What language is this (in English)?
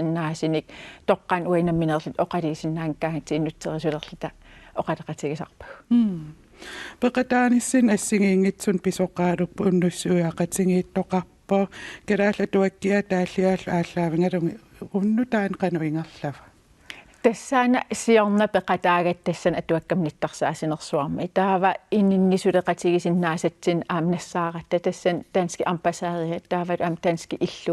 Kalaallisut